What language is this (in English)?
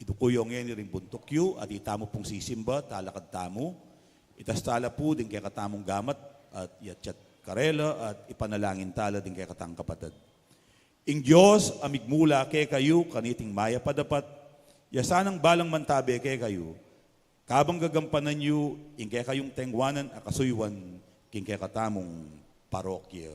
Pampanga